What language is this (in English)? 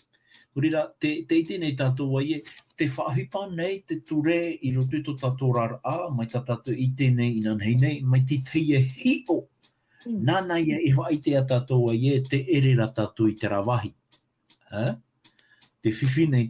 Tahitian